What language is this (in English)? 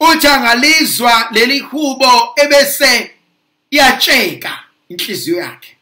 Zulu